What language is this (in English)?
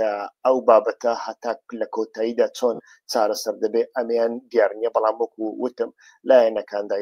Central Kurdish